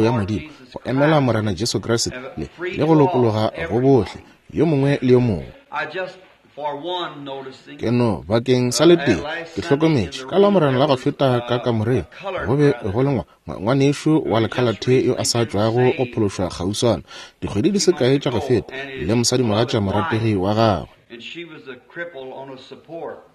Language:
Northern Sotho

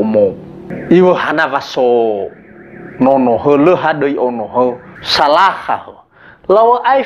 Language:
Nias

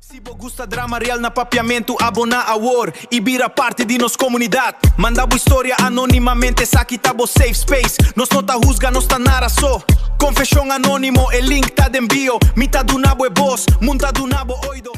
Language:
Papiamento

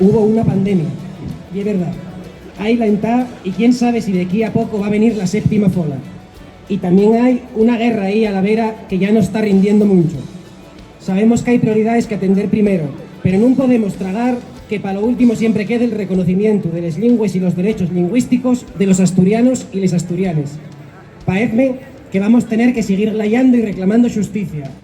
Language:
Asturian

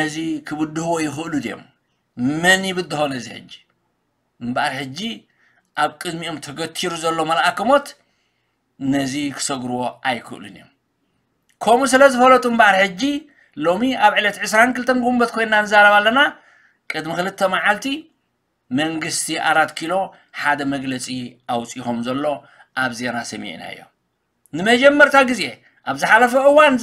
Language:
Tigrinya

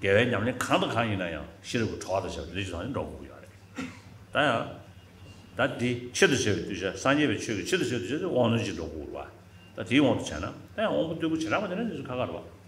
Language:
Tibetan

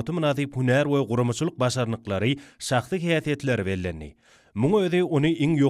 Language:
Turkmen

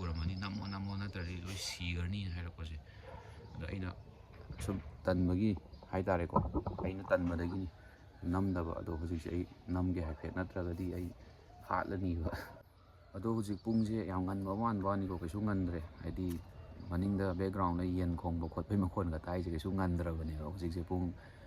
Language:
Manipuri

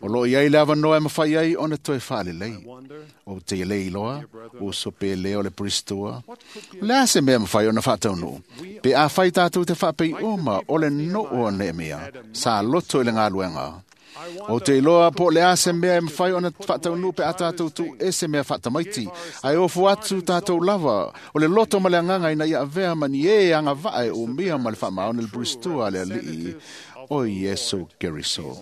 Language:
Samoan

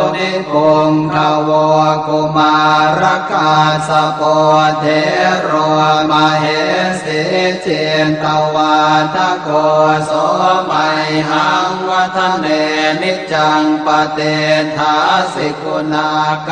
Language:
Pali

